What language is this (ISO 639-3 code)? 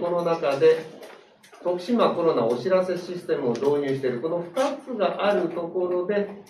jpn